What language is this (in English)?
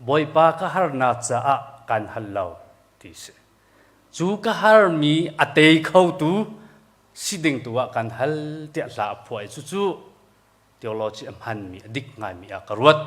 Hakha Chin